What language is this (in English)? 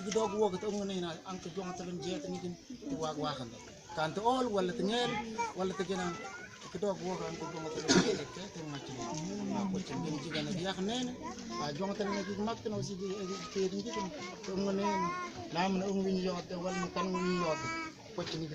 Mabaan